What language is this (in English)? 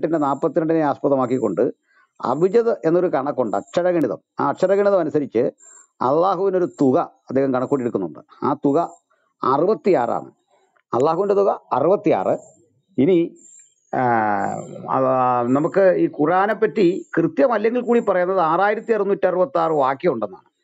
Malayalam